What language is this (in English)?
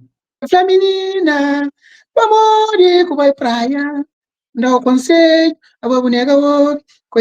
Kabuverdianu